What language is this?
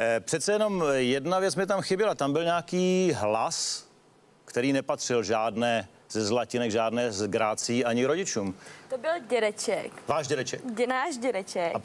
Czech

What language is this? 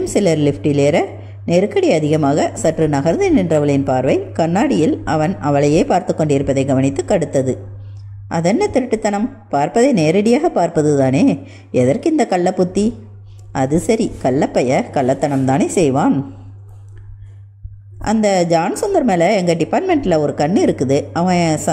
Tamil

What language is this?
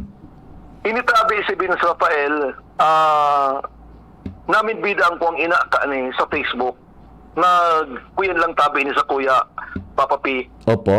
Bikol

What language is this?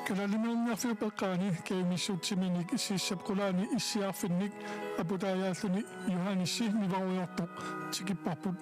Kalaallisut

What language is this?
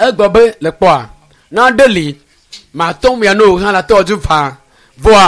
Ewe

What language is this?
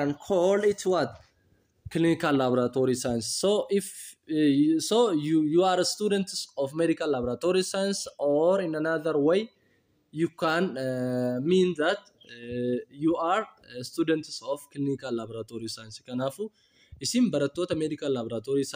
Oromo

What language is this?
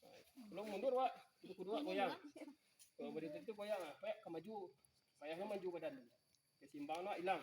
Minangkabau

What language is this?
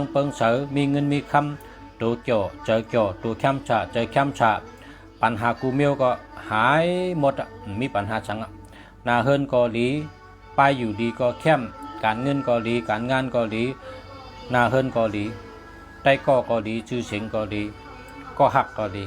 Shan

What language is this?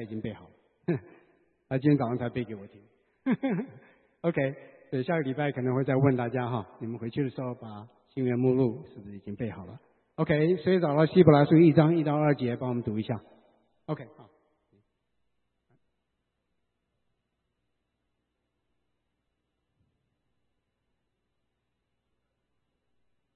Chinese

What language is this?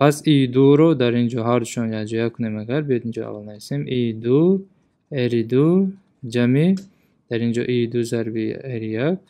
Tajik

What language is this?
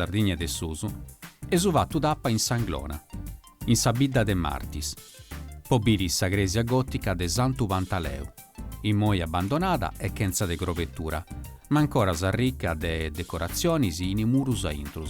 Sardinian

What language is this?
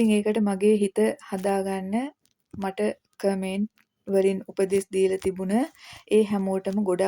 Sinhala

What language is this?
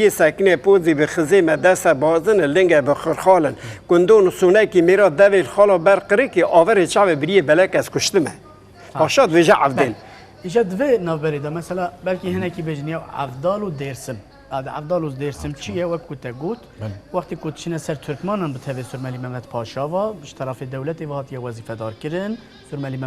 Kurdish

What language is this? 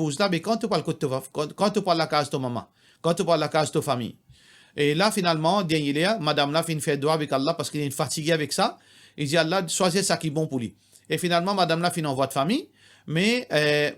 Morisyen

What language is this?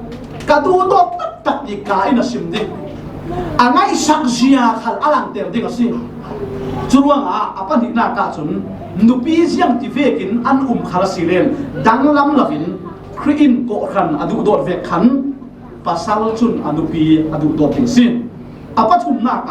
Falam Chin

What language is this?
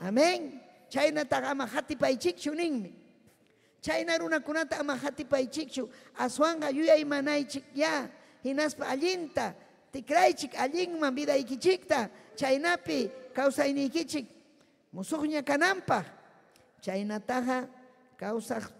Ayacucho Quechua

